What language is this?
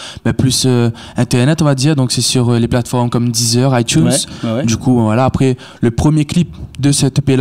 Réunion Creole French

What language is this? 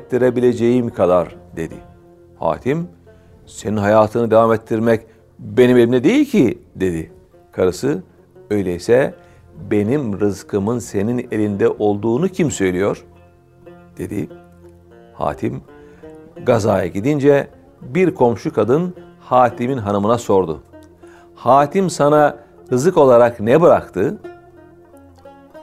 Turkish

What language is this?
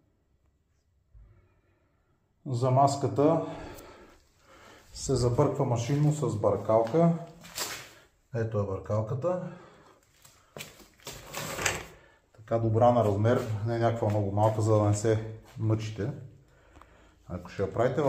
Bulgarian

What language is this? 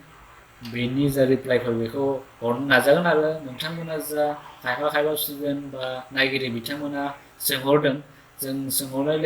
Bodo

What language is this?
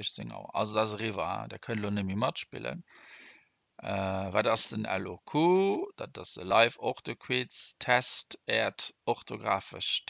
Luxembourgish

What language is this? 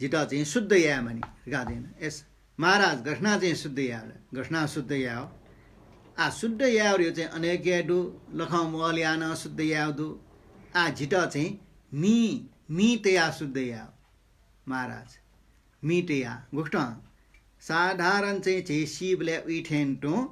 Newari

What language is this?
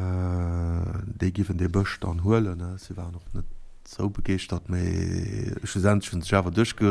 Luxembourgish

